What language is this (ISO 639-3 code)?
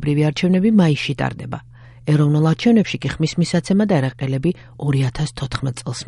kat